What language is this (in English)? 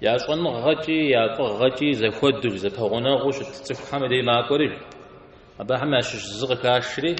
Kabardian